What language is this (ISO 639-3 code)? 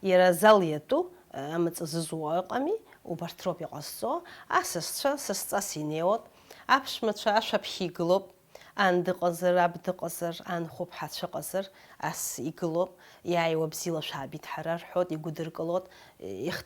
abk